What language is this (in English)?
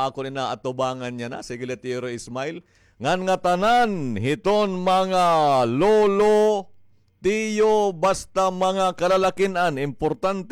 Waray